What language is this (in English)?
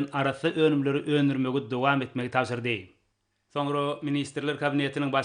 Turkmen